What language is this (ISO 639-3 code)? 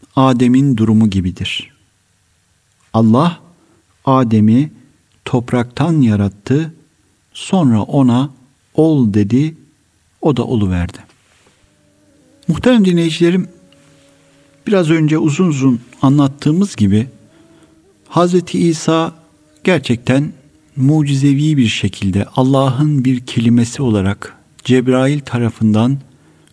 tur